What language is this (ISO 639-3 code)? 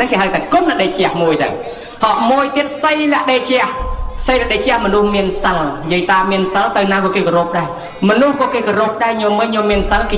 khm